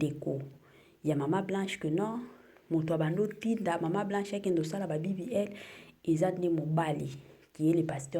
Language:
Lingala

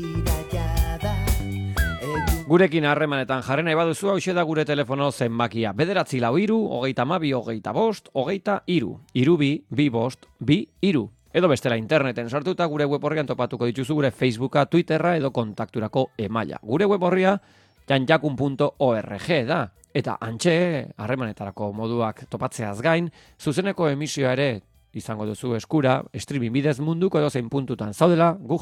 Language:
Basque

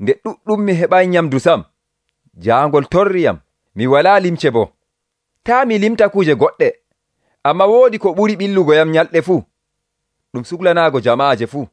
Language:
Nigerian Fulfulde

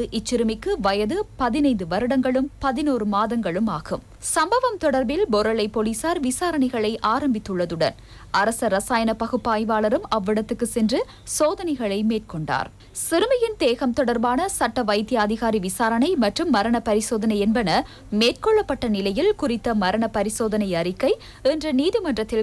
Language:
Tamil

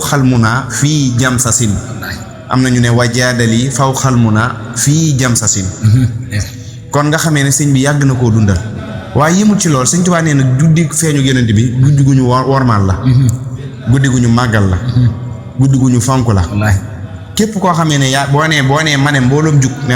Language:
Wolof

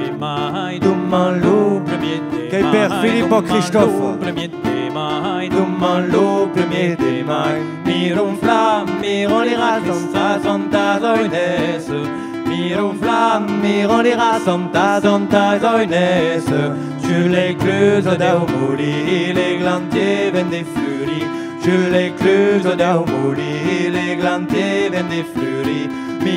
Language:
Occitan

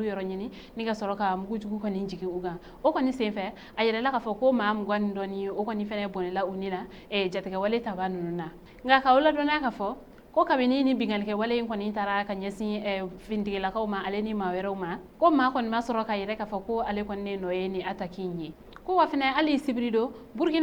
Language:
Bambara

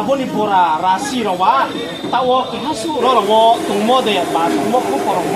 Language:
Riang (India)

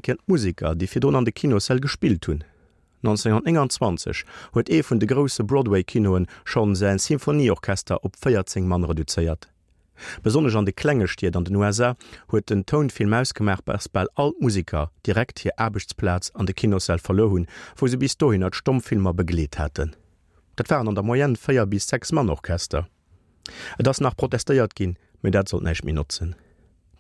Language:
Luxembourgish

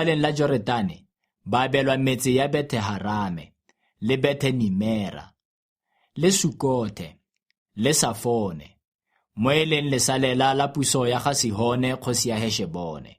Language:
Tswana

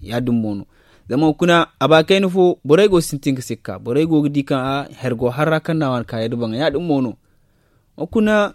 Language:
Zarma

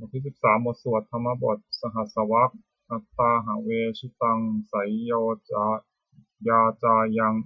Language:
Pali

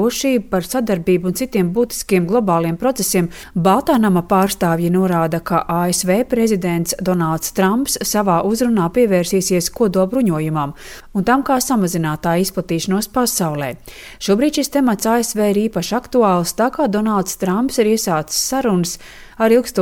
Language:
Latvian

